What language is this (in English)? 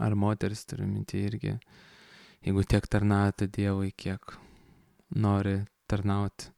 Lithuanian